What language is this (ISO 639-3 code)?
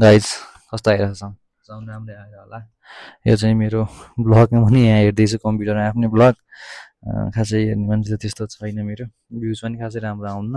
nep